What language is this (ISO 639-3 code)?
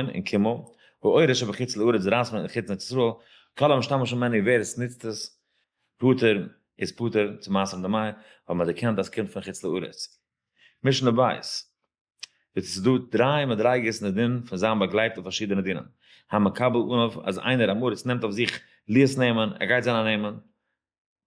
yid